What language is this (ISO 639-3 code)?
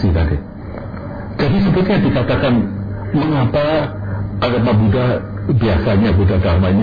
ind